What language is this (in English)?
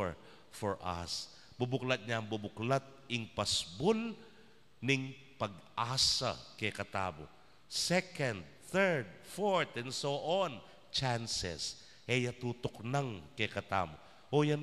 Pampanga